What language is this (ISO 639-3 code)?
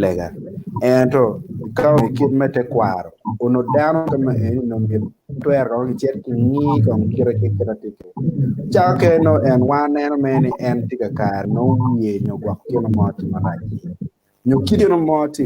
ach